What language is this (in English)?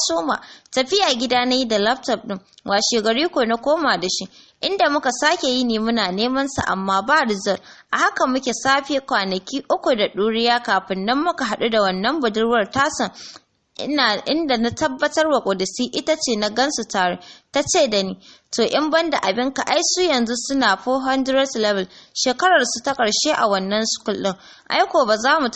Hausa